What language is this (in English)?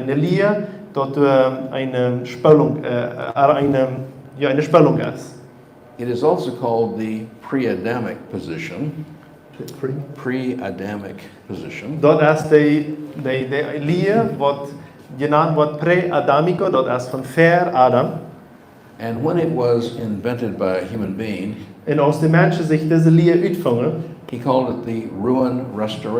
Plautdietsch